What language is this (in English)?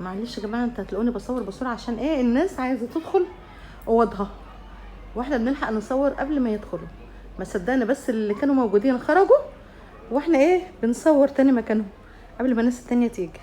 Egyptian Arabic